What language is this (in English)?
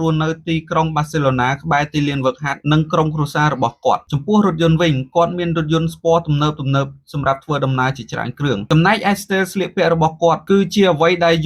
Khmer